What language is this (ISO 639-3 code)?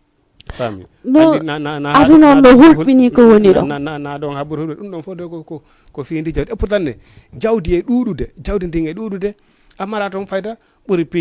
ful